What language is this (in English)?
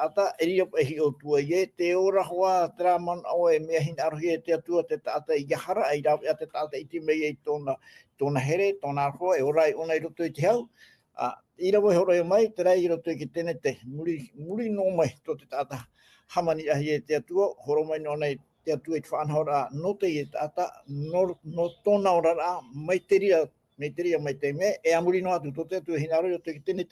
Tahitian